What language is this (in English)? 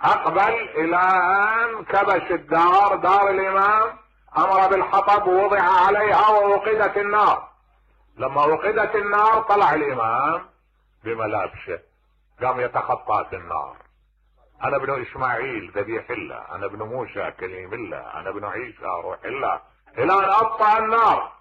Mesopotamian Arabic